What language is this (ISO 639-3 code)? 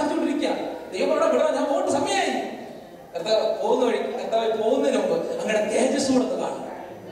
mal